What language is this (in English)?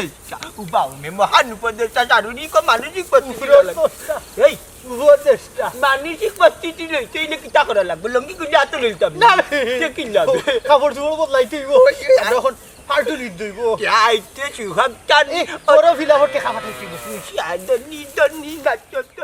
Sylheti